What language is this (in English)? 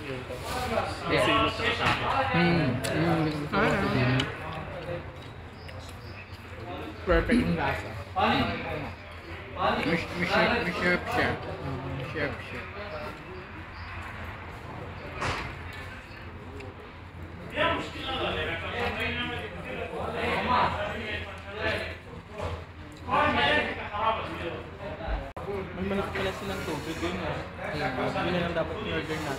Filipino